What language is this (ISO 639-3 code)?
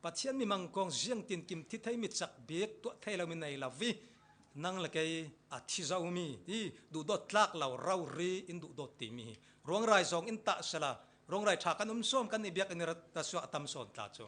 cfm